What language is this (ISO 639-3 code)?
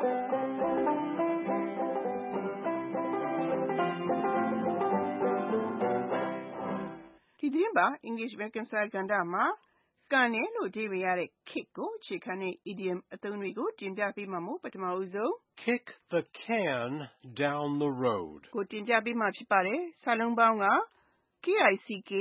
mya